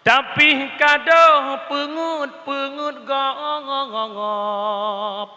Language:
Achinese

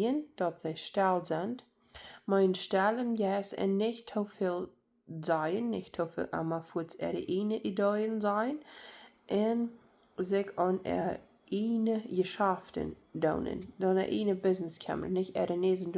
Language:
Plautdietsch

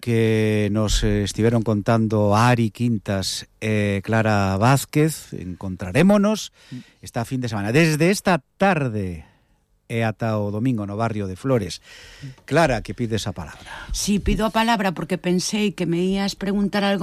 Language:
Galician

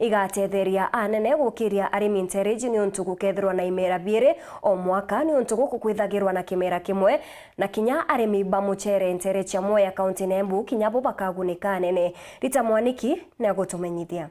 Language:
Meru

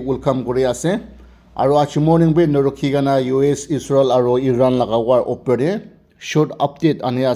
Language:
Naga Pidgin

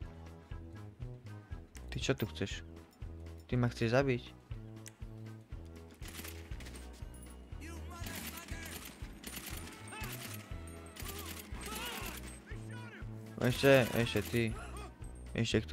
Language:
Slovak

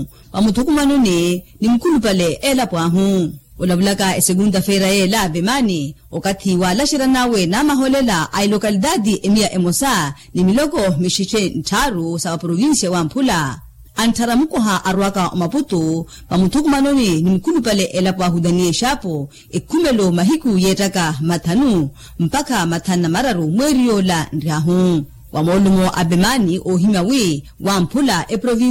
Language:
Makhuwa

